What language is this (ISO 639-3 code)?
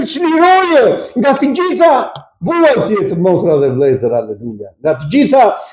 sqi